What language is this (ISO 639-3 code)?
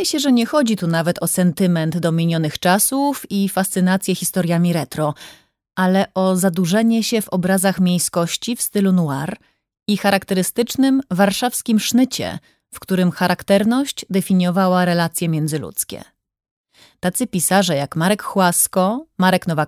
pol